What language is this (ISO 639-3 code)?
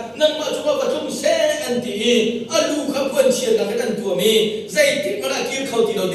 cnh